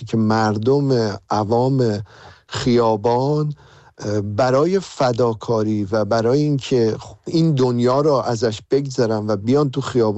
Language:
Persian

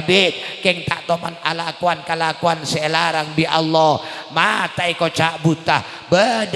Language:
Madurese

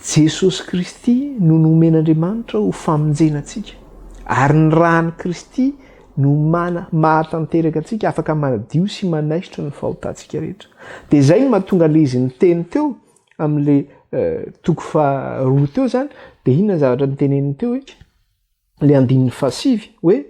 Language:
Malagasy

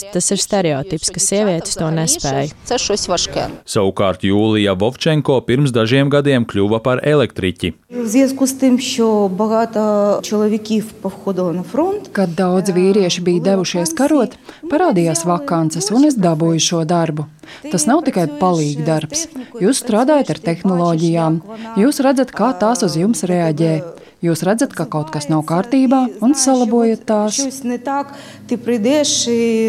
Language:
Latvian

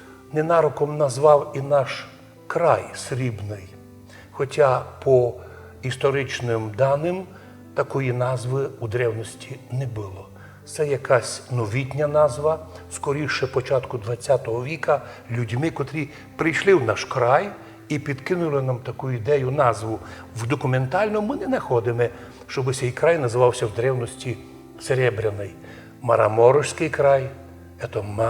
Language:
Rusyn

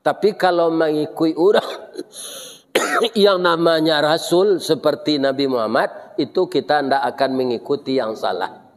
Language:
Minangkabau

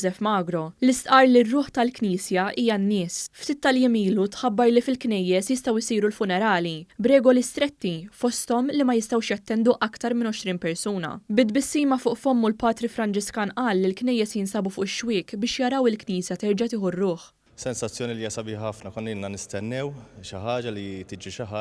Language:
Maltese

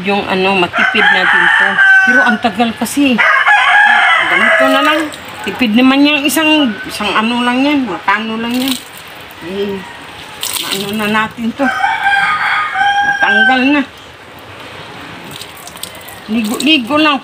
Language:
Filipino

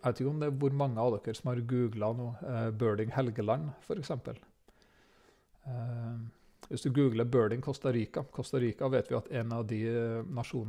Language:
Norwegian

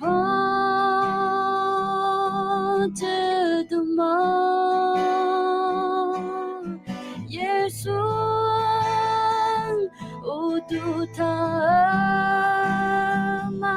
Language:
Akha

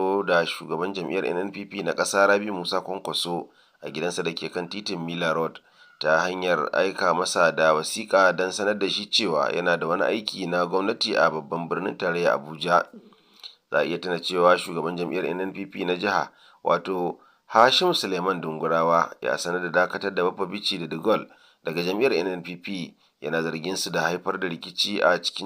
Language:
Hausa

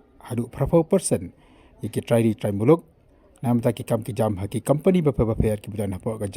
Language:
Khasi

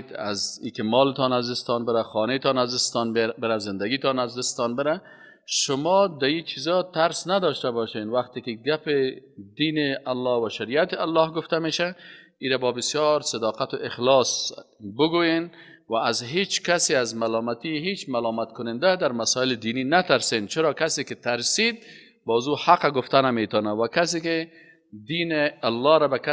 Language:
Persian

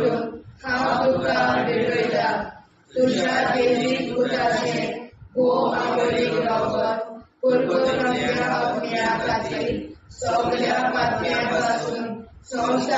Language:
Konkani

